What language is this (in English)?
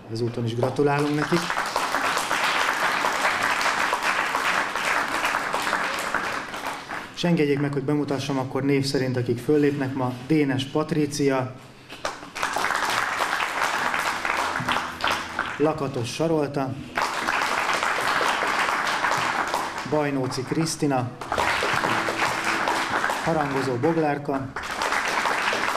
Hungarian